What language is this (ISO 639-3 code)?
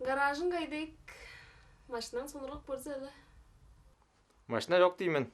tyv